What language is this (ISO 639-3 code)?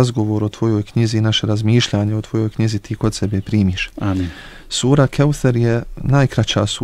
bos